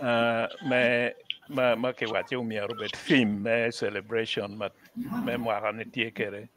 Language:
Acoli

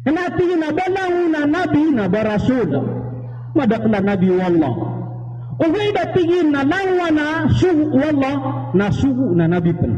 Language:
Maranao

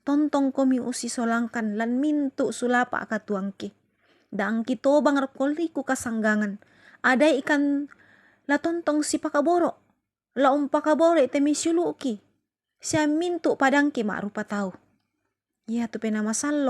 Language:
Toraja-Sa'dan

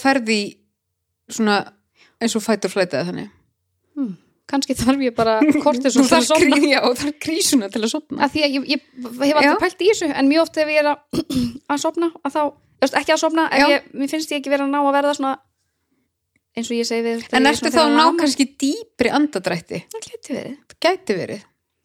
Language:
Icelandic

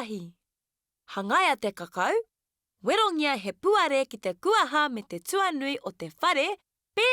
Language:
Māori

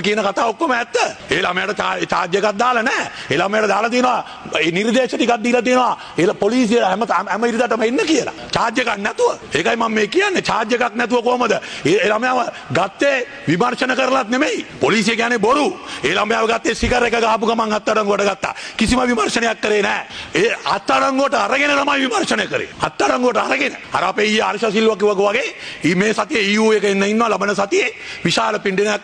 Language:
Sinhala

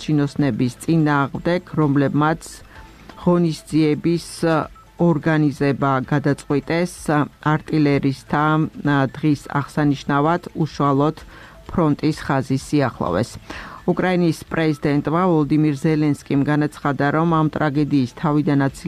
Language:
Georgian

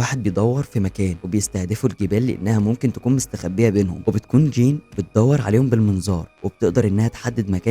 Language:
Egyptian Arabic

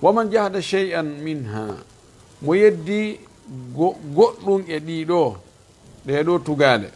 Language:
Fula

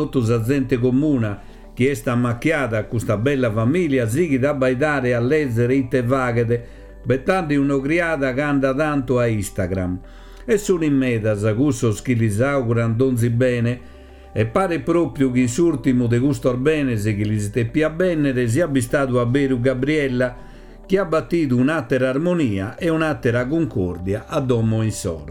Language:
Sardinian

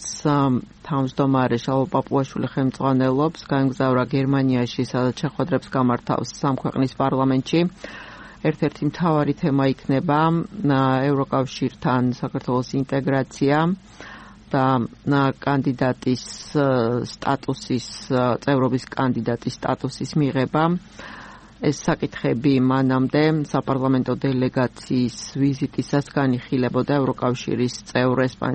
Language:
Georgian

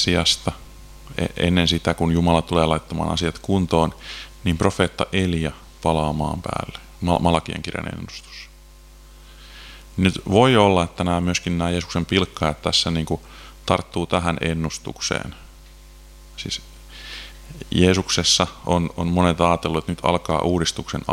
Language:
Finnish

